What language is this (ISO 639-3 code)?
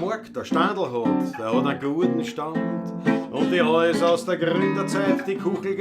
bar